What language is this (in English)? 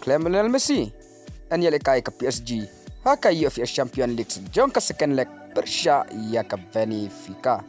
Khasi